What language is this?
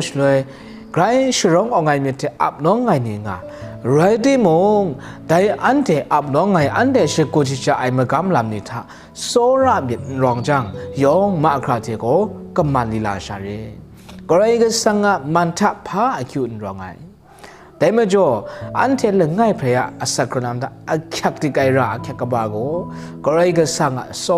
Kachin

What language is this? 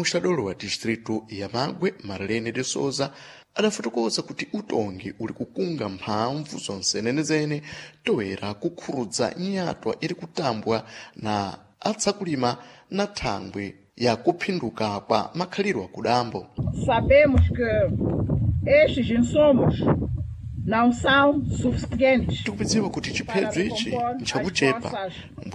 Sena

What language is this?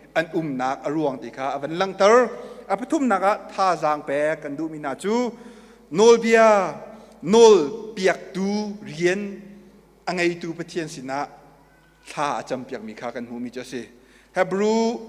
Hakha Chin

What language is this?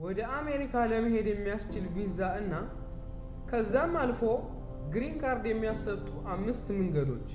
Amharic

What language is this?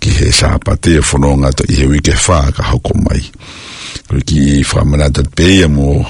Tongan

